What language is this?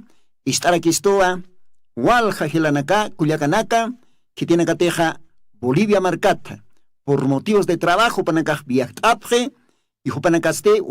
Aymara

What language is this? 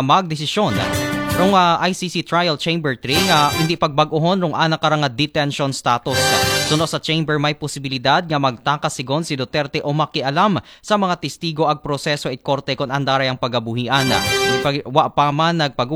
Aklanon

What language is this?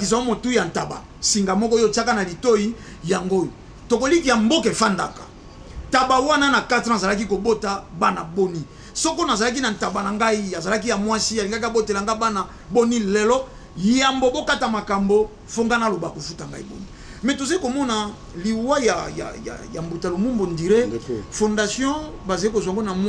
Lingala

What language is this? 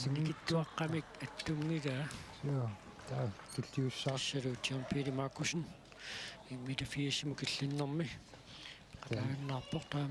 Kalaallisut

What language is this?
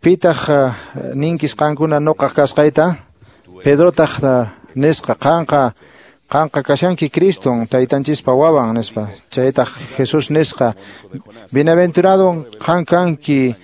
Quechua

